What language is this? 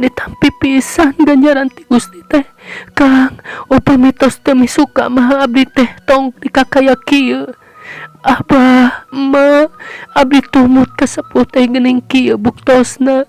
Sundanese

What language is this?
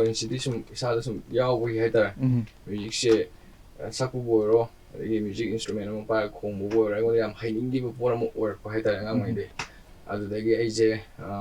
Manipuri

